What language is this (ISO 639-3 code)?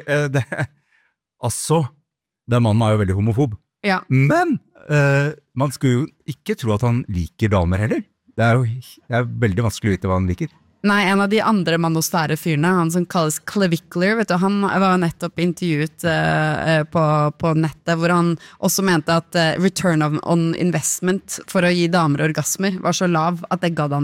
nor